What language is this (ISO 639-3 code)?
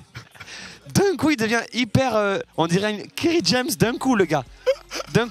fra